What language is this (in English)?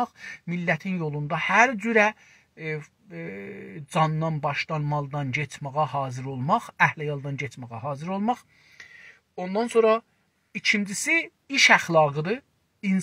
South Azerbaijani